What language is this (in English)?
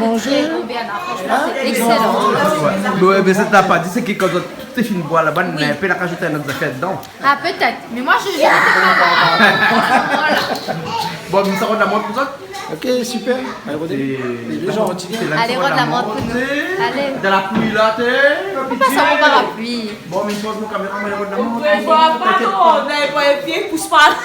Réunion Creole French